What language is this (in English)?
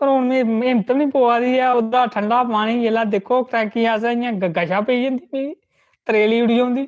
Dogri